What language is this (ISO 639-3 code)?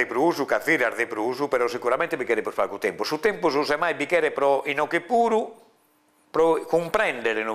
srd